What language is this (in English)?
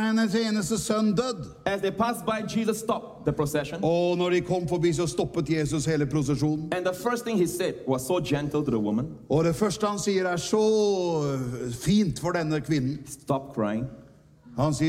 Norwegian